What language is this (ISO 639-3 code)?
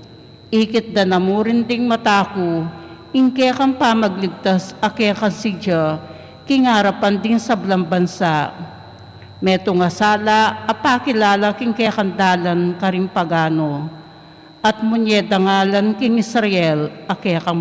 pam